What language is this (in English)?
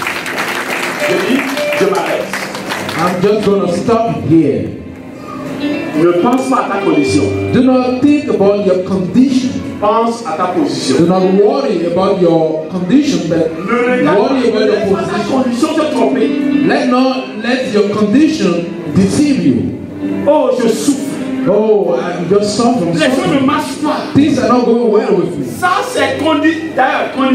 French